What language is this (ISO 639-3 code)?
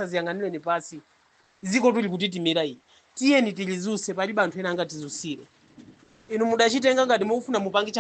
nya